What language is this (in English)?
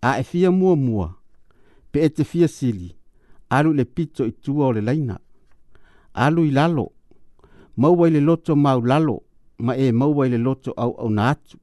Samoan